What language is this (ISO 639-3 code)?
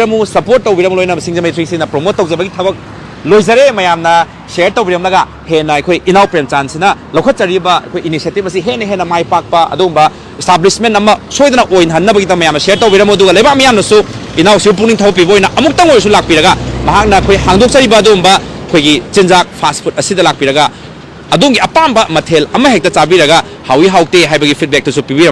mni